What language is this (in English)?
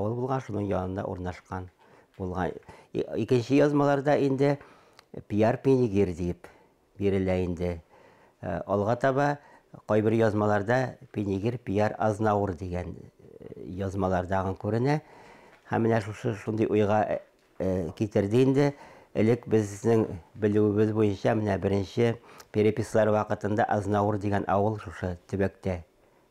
Tatar